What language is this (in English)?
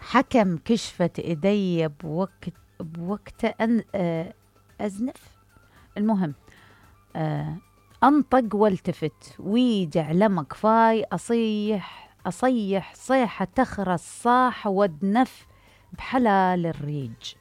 Mesopotamian Arabic